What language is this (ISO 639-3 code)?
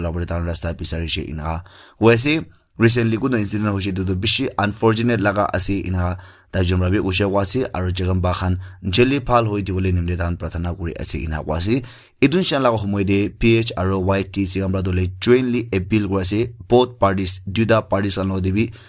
nag